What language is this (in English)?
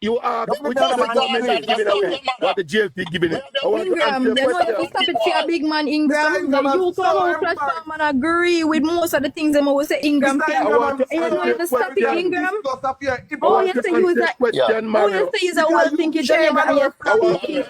Jamaican Creole English